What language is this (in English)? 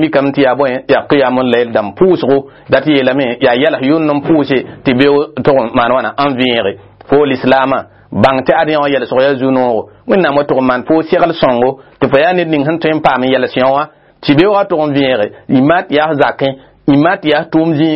Mossi